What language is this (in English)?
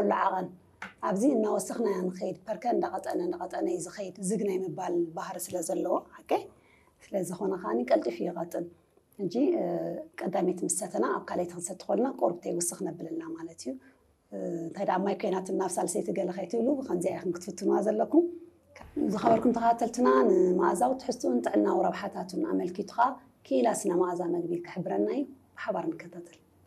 Tigrinya